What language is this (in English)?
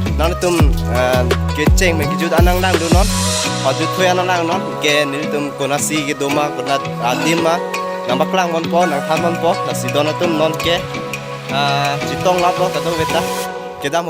Karbi